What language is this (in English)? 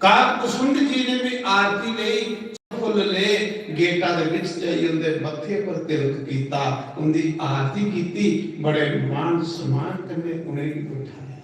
Dogri